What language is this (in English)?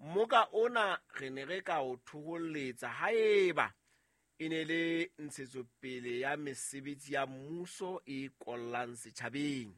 Southern Sotho